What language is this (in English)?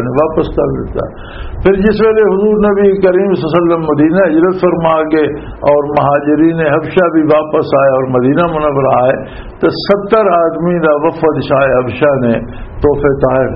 Western Panjabi